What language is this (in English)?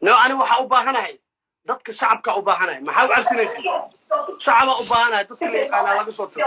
Somali